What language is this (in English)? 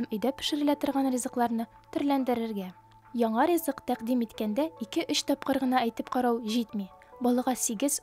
Tatar